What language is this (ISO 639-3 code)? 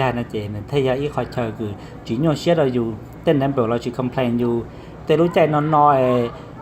hmn